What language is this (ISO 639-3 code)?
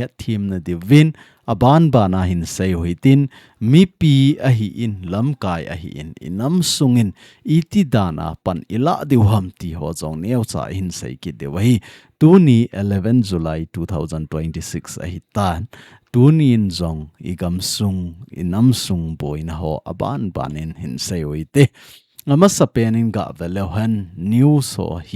tcz